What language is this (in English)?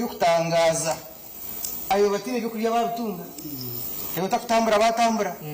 Nyankole